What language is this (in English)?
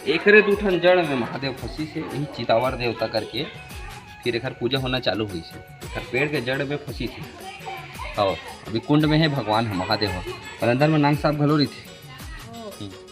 Chhattisgarhi